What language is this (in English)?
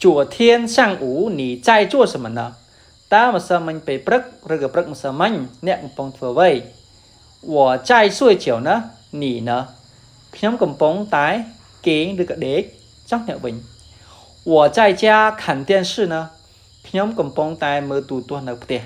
Khmer